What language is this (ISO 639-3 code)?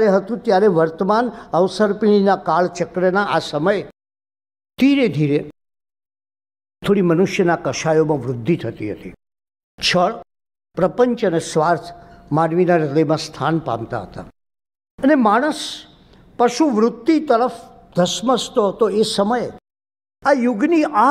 guj